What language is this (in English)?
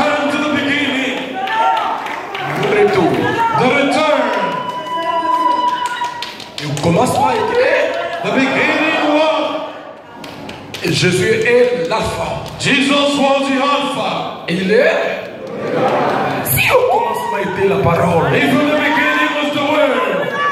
French